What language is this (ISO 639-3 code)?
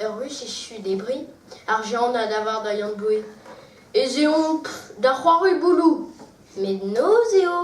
bre